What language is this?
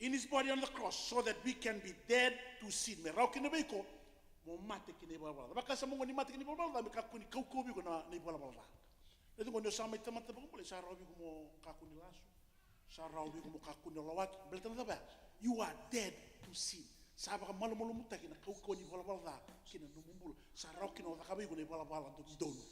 Fijian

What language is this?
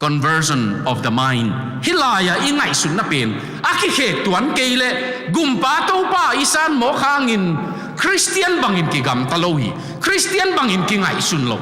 Tedim Chin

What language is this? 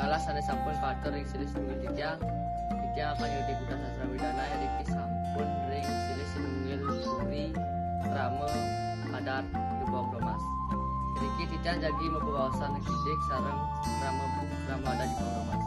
Balinese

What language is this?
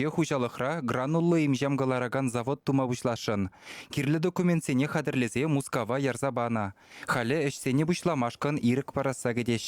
Chuvash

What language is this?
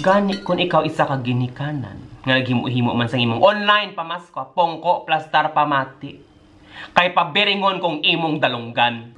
Hiligaynon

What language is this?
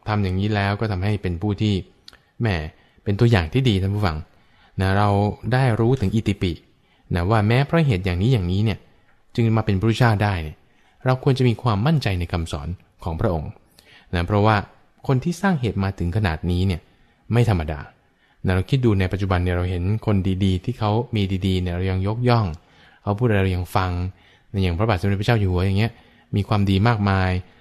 Thai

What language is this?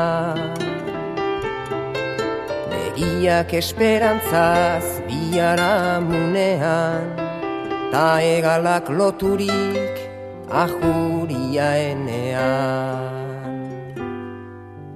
Basque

